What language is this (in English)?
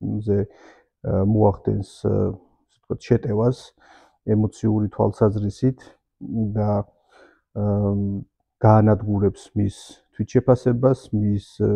Georgian